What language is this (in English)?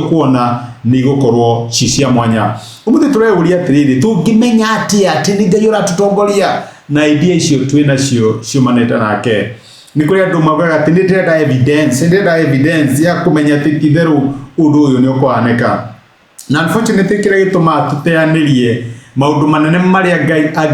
Kikuyu